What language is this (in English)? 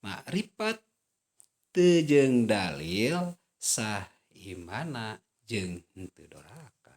Sundanese